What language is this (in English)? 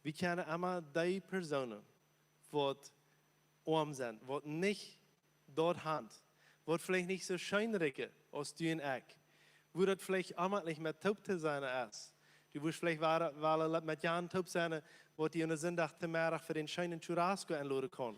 Plautdietsch